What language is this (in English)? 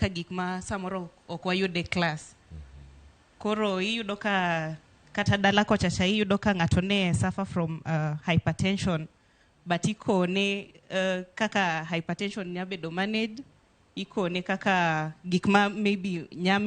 Luo (Kenya and Tanzania)